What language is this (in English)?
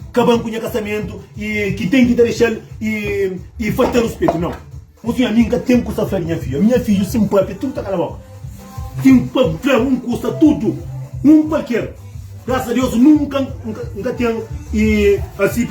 Kabuverdianu